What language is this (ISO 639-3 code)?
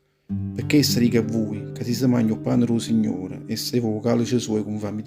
nap